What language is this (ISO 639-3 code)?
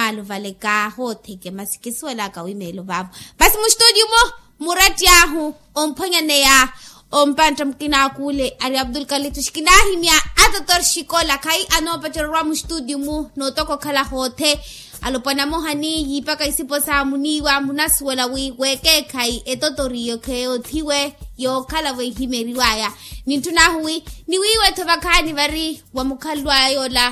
vmw